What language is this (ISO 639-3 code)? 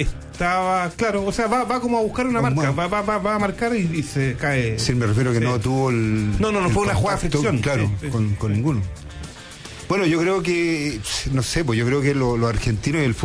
spa